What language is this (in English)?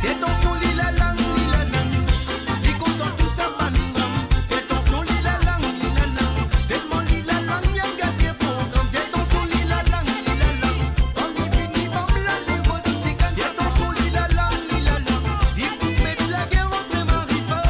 Morisyen